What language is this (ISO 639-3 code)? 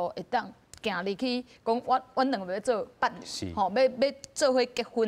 nan